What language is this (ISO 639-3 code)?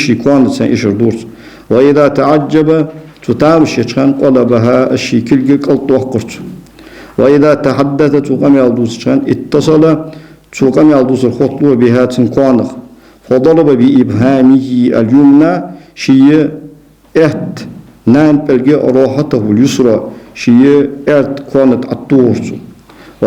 inh